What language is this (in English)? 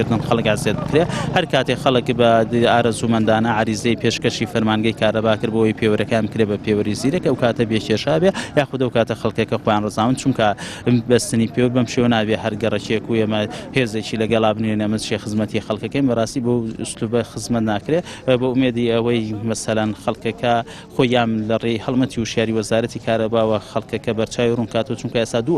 Central Kurdish